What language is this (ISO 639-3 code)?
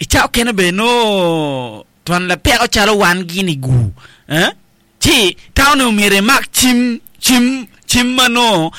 ach